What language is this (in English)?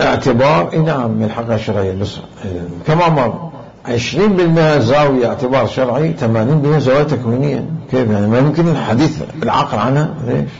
Mesopotamian Arabic